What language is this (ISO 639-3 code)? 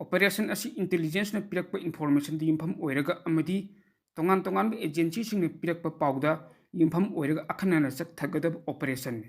mni